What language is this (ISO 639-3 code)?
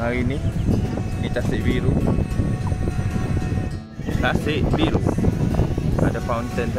msa